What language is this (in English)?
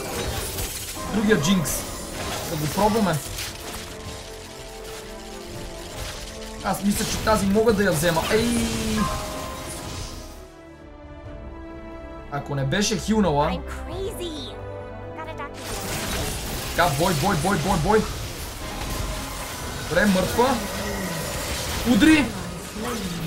Bulgarian